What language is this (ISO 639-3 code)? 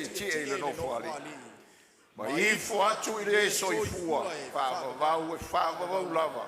smo